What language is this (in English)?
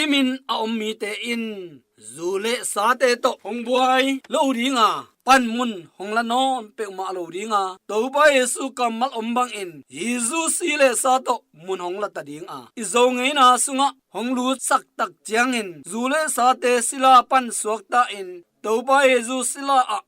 Tedim Chin